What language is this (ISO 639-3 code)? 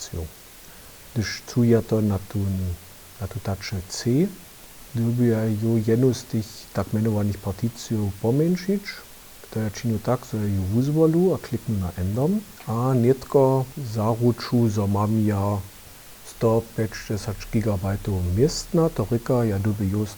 hsb